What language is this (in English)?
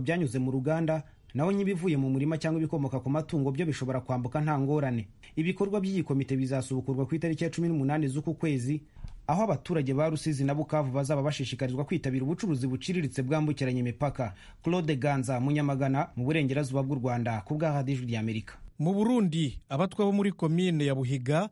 Kinyarwanda